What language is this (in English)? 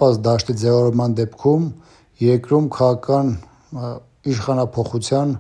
Armenian